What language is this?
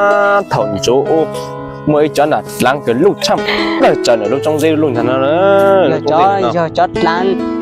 Hmong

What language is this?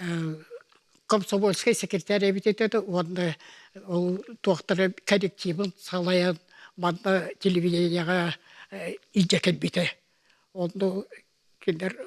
Yakut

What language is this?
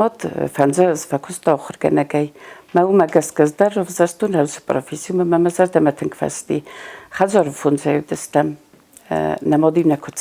Ossetic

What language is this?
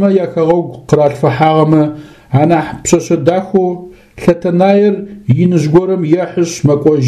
Adyghe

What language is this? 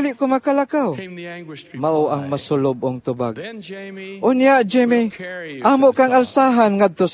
Cebuano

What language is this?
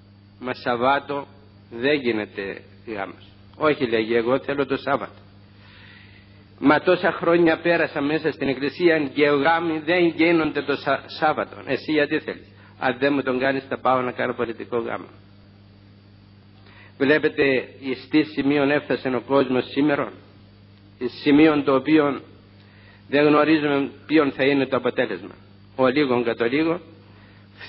Greek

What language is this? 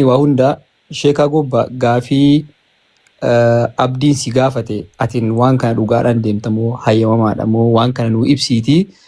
Oromo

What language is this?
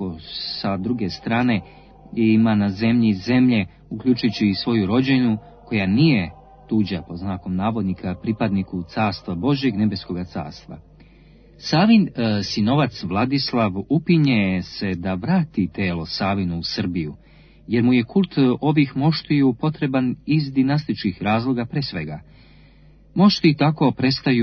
Serbian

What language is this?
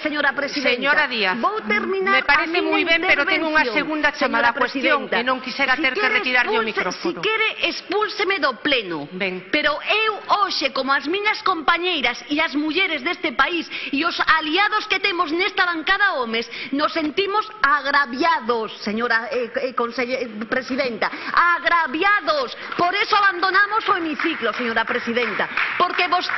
Galician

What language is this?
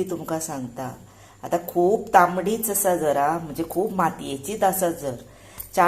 Konkani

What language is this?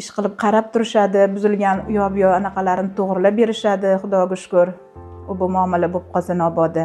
Uzbek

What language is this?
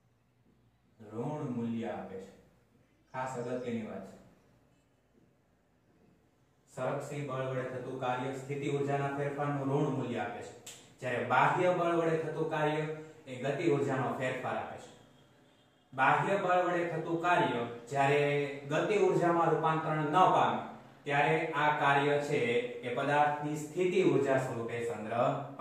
Gujarati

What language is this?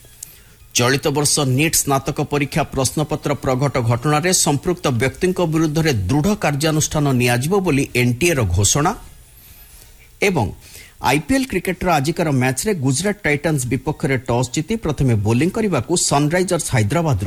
Odia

